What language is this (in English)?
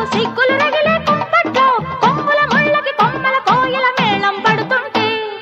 Telugu